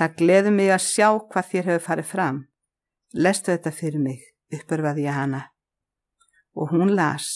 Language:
Icelandic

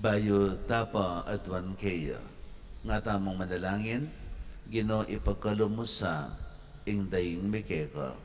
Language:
Pampanga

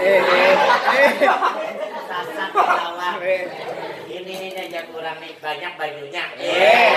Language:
Banjar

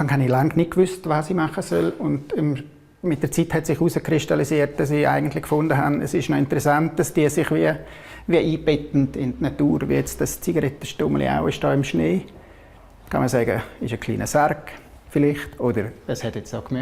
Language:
Romansh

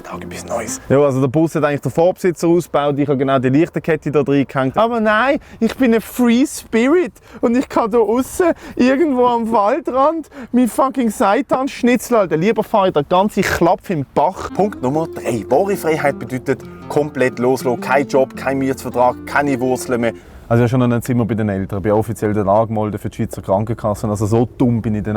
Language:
Swiss German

